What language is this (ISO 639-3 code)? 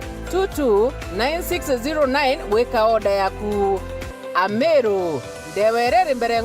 mer